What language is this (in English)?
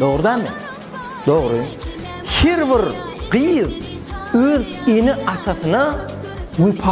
Turkmen